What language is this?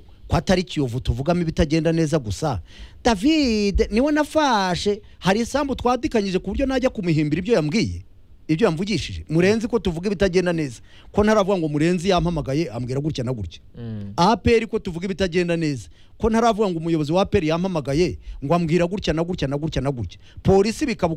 Kinyarwanda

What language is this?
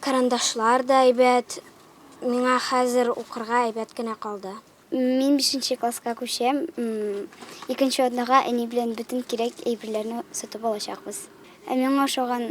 Tatar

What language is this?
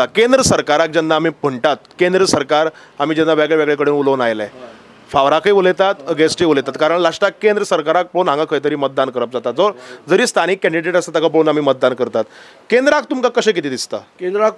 Konkani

